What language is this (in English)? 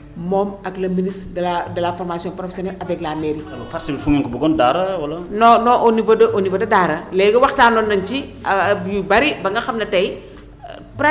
Wolof